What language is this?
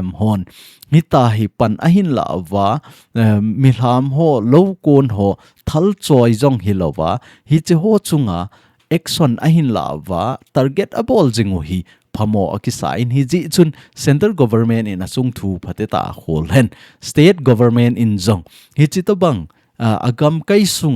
Thado Chin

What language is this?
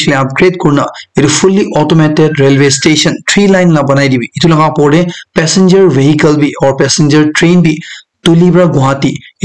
Naga Pidgin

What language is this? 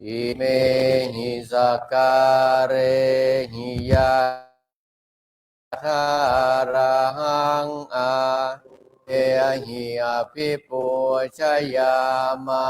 Pali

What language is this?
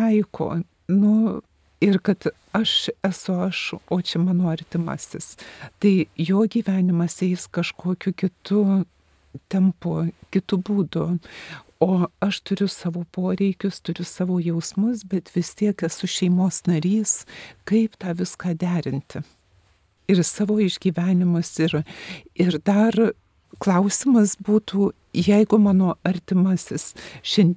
Lithuanian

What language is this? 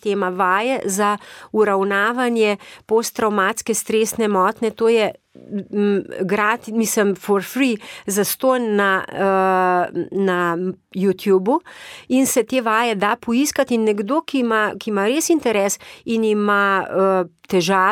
Slovenian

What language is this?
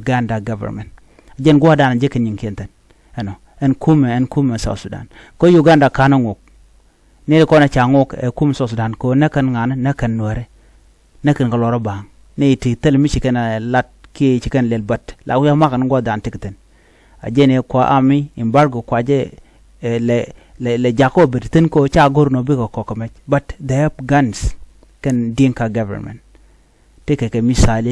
Nuer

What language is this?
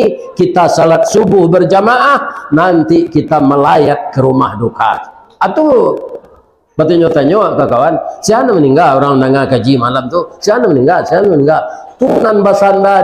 Minangkabau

